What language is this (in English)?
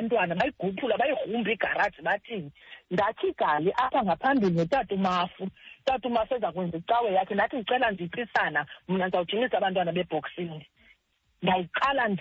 Xhosa